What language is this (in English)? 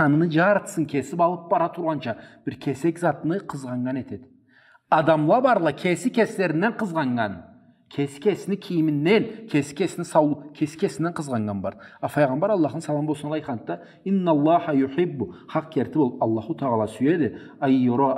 Karachay-Balkar